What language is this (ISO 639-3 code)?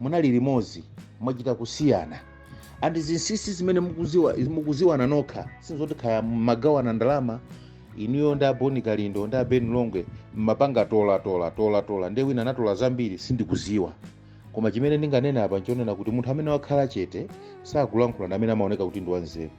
nya